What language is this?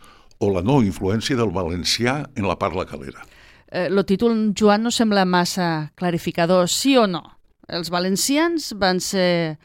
Catalan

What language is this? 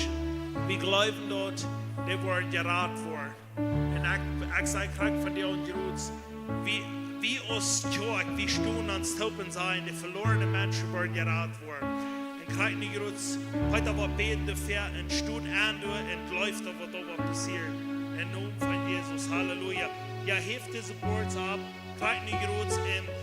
Plautdietsch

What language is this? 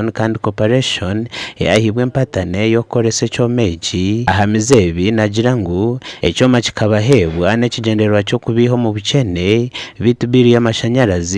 Nyankole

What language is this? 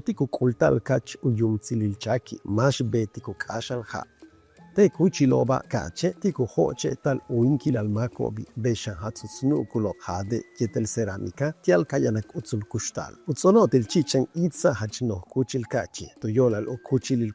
Yucateco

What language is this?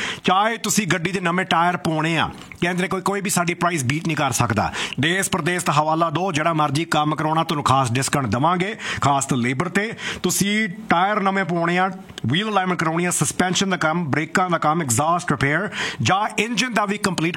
Punjabi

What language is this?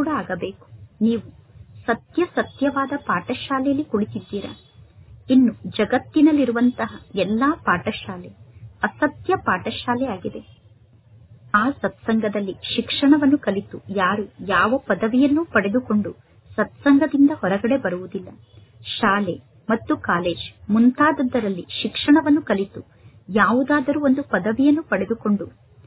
Kannada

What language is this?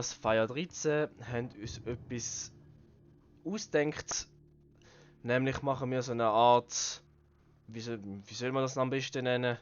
Swiss German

